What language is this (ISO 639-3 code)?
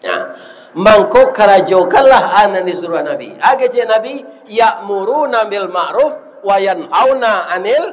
min